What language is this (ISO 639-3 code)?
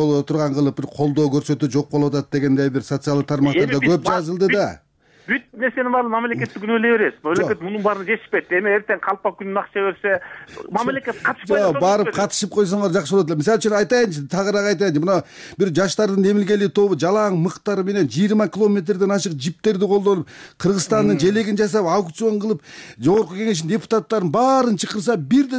kir